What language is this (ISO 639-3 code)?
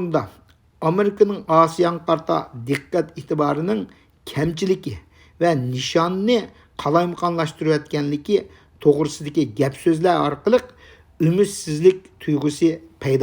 uig